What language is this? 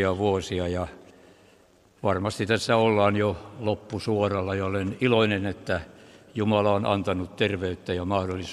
Finnish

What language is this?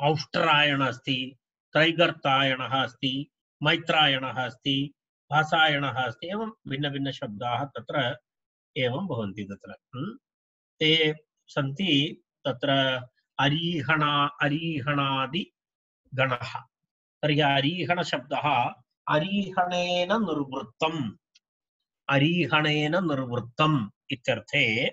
Sanskrit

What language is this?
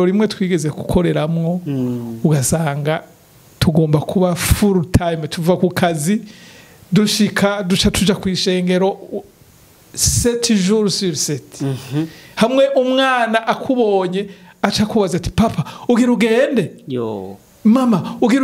Rundi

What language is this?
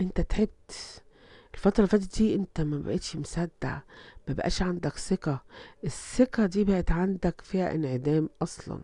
Egyptian Arabic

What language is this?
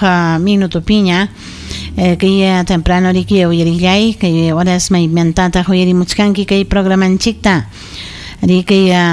Ayacucho Quechua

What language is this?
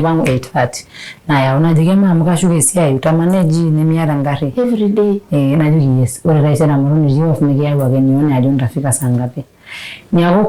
Masai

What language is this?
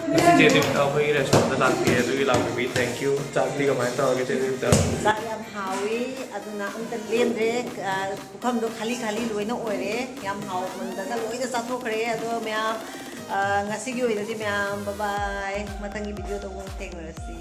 Manipuri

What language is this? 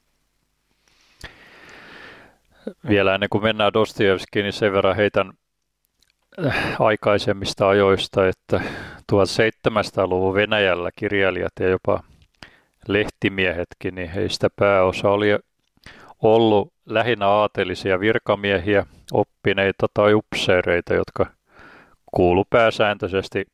Finnish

